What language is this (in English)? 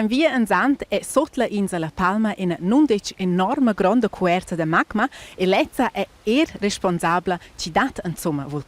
Romansh